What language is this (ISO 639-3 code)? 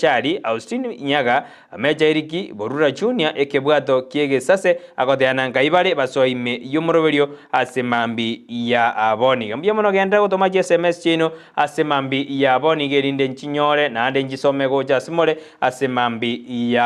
guz